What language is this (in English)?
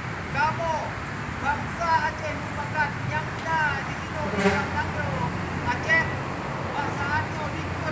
Achinese